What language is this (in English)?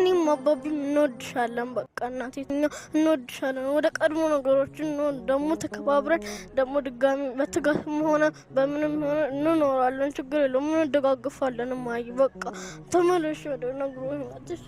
Amharic